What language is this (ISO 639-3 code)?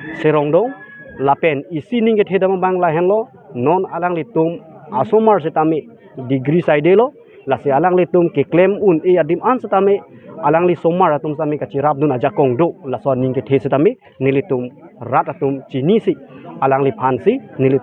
mjw